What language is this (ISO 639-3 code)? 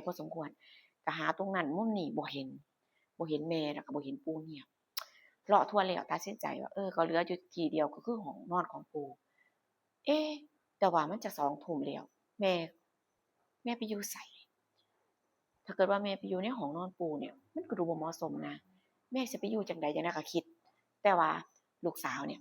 tts